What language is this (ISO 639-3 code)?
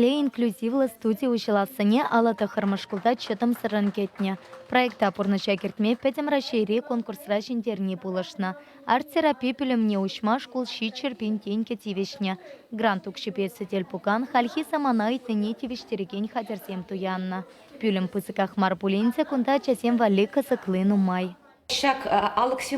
chv